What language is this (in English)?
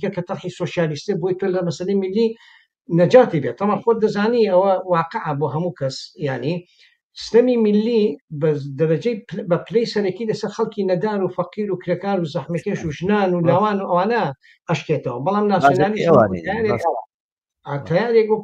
Central Kurdish